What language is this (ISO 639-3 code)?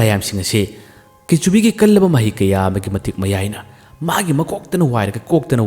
mni